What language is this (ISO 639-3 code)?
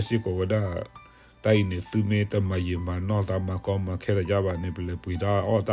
ksw